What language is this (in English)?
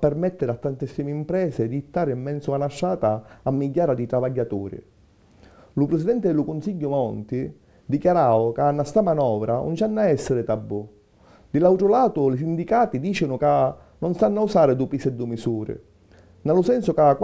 Sicilian